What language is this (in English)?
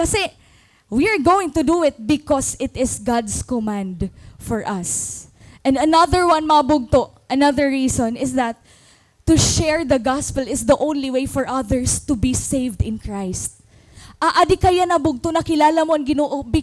Waray